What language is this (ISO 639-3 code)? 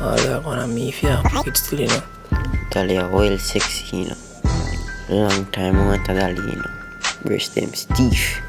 jam